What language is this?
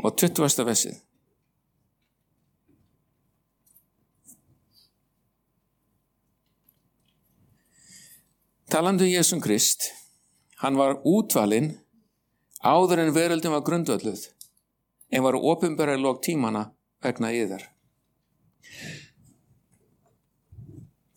Icelandic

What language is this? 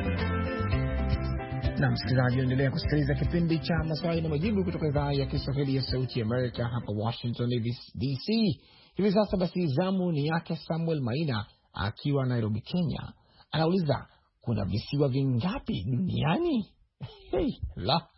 Swahili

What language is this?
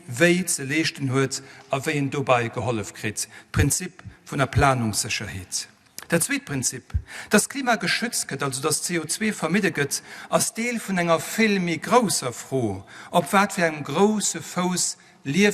Luxembourgish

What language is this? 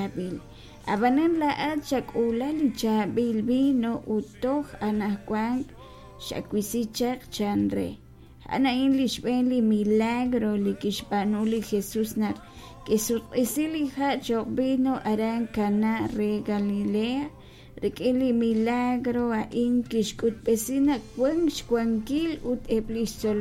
Kekchí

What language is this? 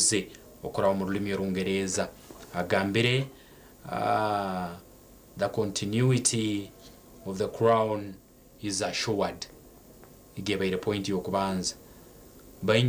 Nyankole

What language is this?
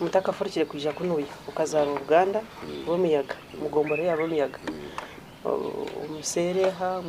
Nyankole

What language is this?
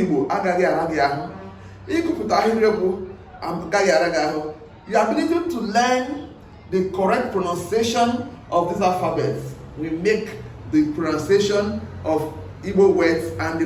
Igbo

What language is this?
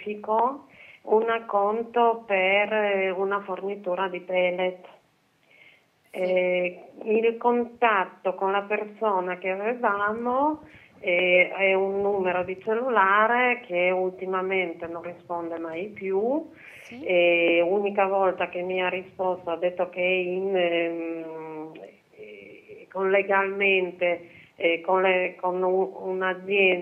Italian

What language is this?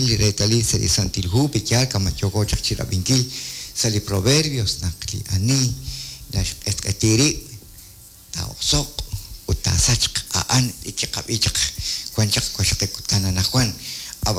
Kekchí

